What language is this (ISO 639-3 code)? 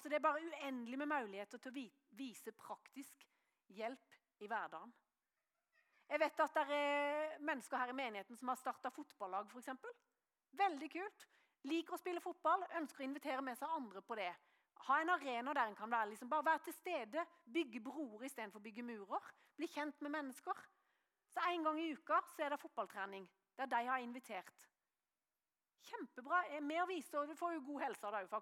nor